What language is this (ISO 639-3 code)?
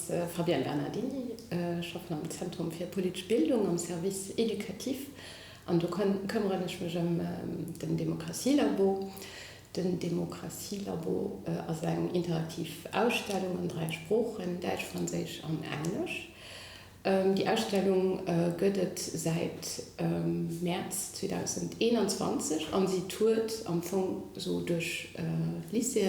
ltz